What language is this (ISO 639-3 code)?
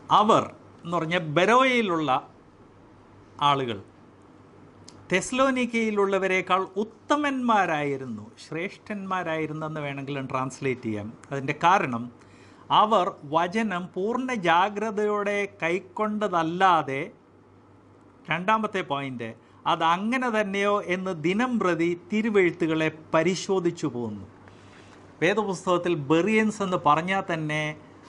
mal